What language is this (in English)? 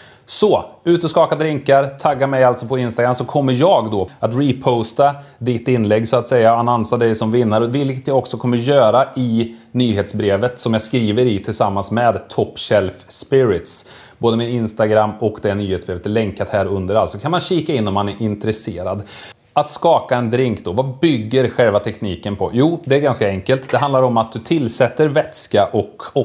Swedish